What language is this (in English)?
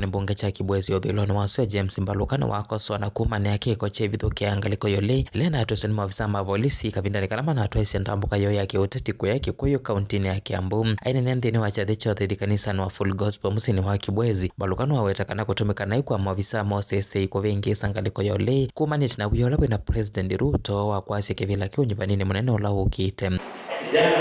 Kamba